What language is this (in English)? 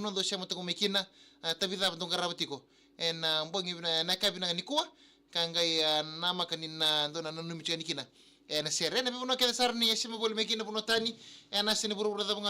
Fijian